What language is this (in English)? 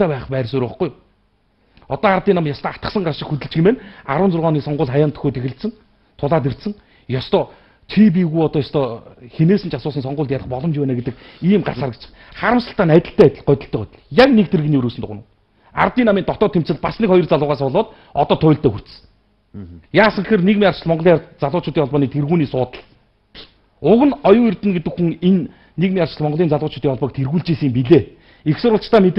Mongolian